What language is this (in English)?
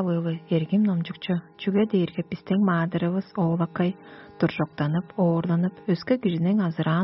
Tuvinian